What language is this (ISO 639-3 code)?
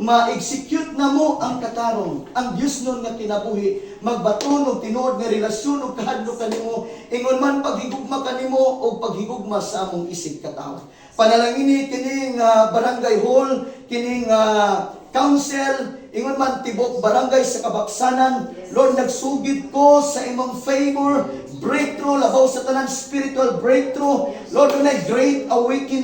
ceb